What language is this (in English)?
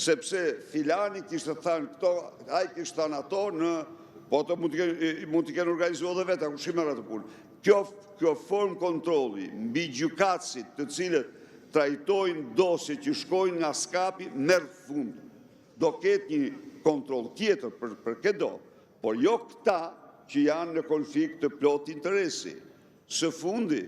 Albanian